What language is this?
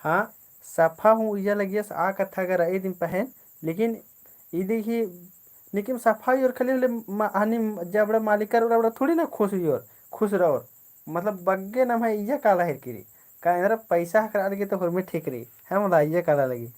Kurukh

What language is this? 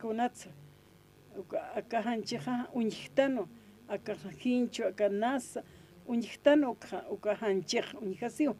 Aymara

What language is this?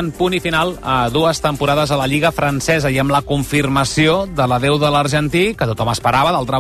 Catalan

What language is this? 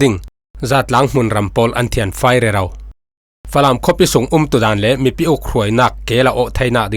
Falam Chin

